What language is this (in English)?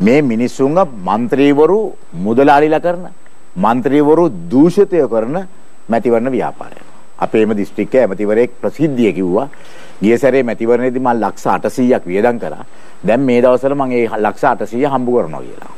Sinhala